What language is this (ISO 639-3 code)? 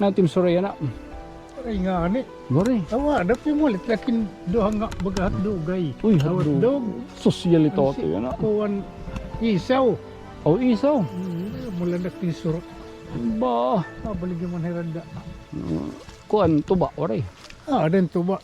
war